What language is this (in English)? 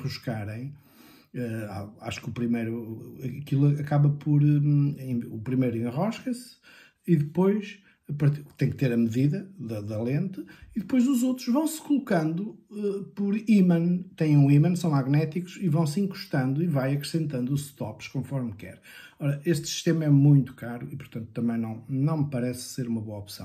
Portuguese